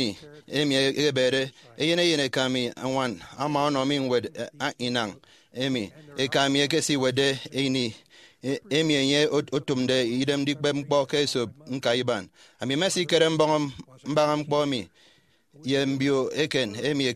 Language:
Efik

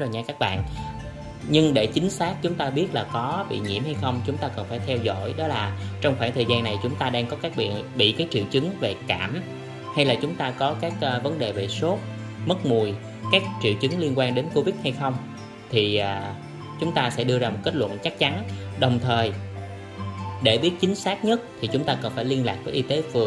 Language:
Vietnamese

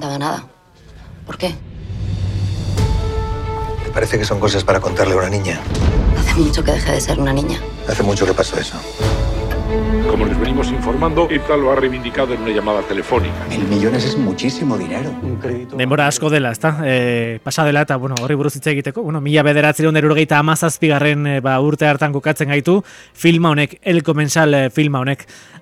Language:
Basque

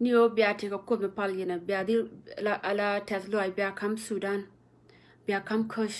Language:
Nuer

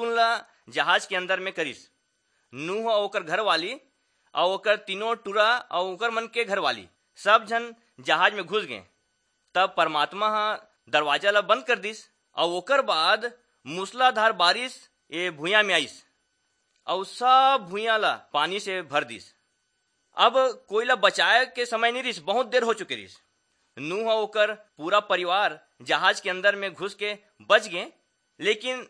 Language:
Chhattisgarhi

